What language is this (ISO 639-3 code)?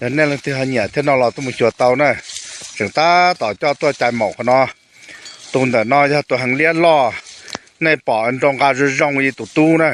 hmn